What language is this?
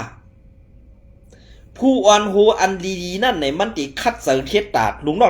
Shan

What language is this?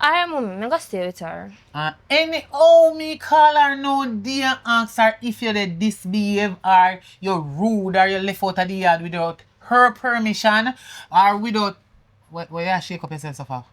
Jamaican Creole English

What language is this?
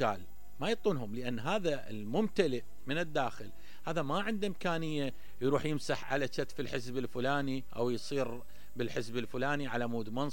Mesopotamian Arabic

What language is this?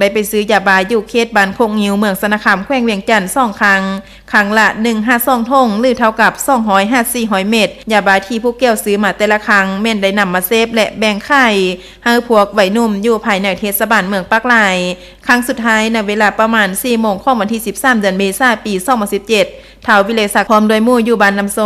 Lao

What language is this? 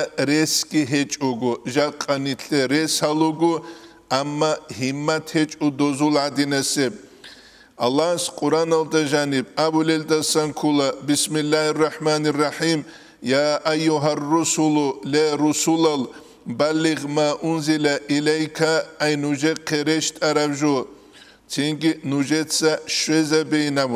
Avaric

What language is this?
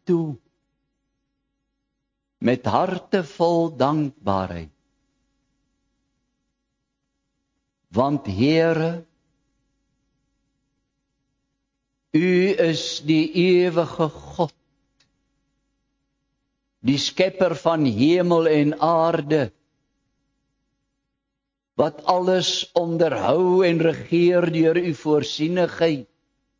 Afrikaans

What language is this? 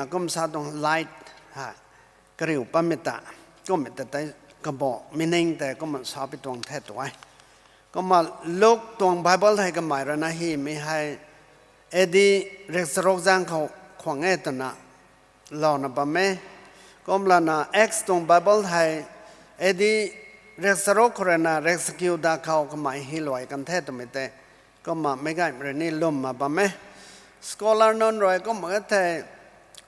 Rongmei Naga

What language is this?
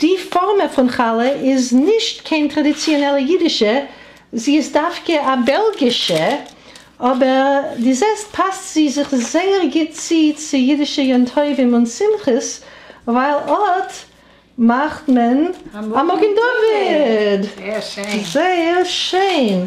Yiddish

